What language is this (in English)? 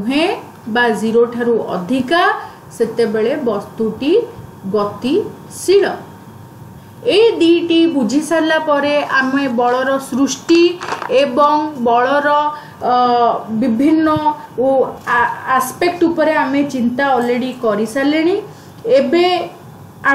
Odia